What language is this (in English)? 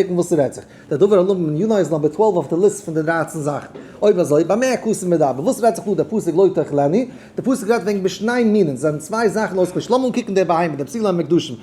Yiddish